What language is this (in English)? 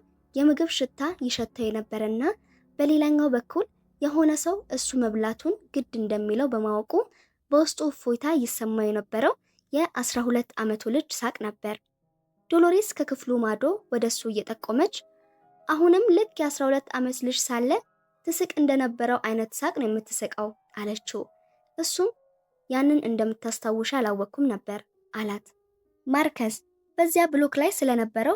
Amharic